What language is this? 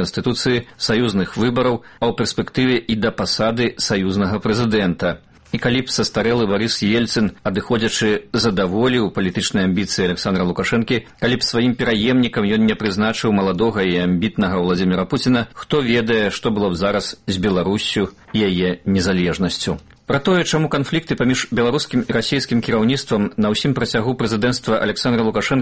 Belarusian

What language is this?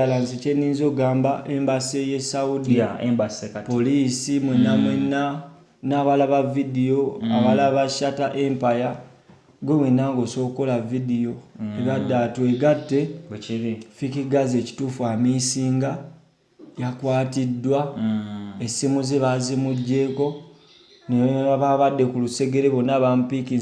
Ganda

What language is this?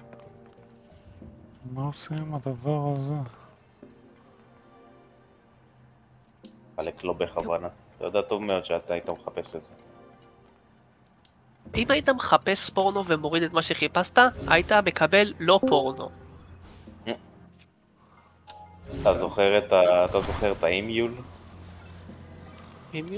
Hebrew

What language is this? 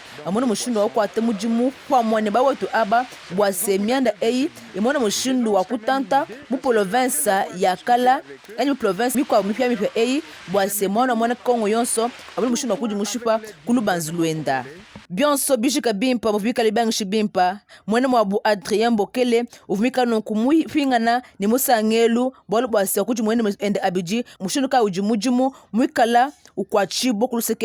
Luba-Lulua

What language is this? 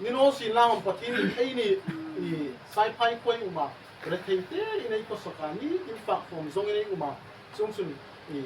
Hmar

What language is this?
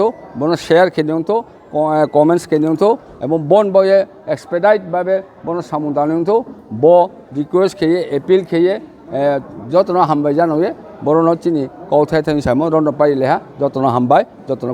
Riang (India)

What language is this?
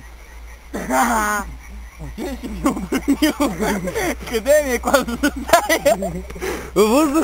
Bulgarian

